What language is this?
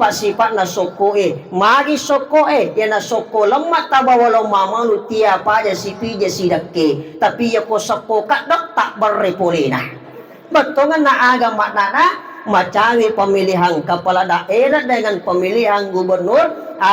Buginese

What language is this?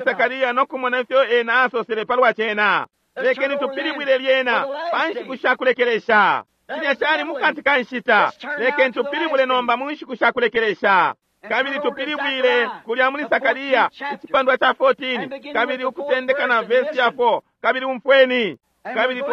Bemba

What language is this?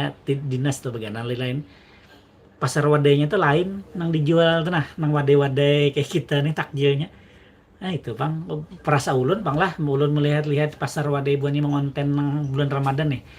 Banjar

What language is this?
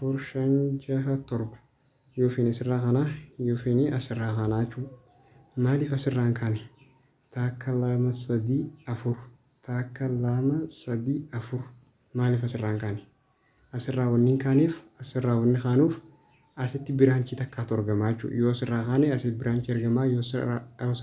Oromo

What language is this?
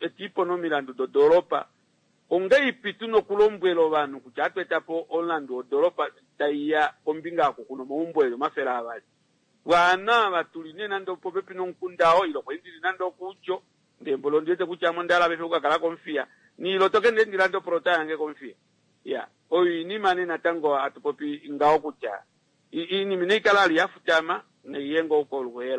Kuanyama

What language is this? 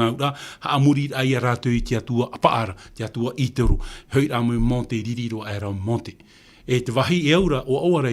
Tahitian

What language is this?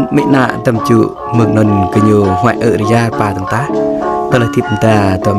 Jarai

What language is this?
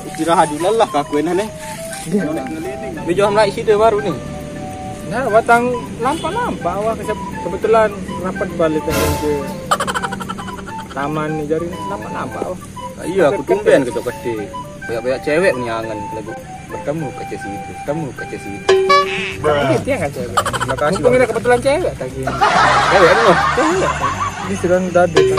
Sasak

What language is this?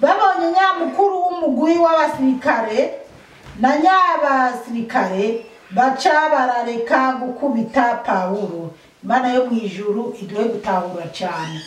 Rundi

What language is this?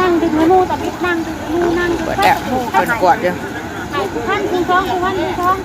Northeastern Thai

